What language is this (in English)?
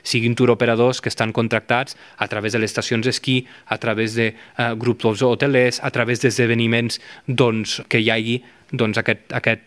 Catalan